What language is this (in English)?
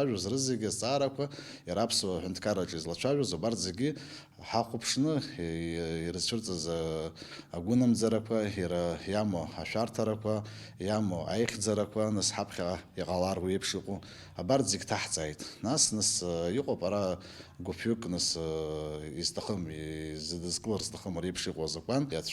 Abkhazian